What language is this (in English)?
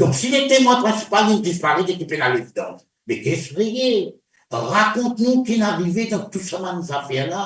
Morisyen